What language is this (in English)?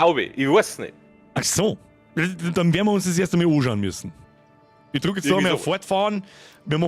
Bavarian